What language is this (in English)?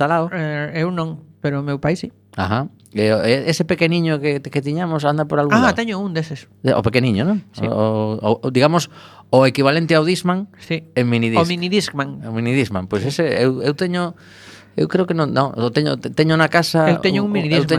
Galician